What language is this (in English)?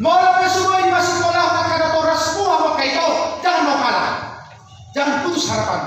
Batak Toba